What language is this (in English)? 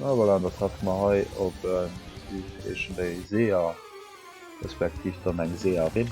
Luxembourgish